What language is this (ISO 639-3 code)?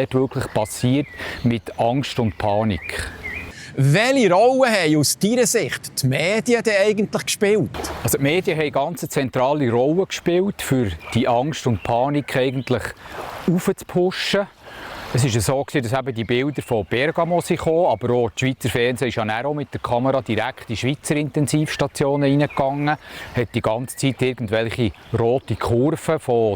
gsw